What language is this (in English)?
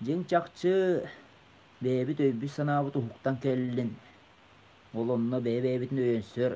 Yakut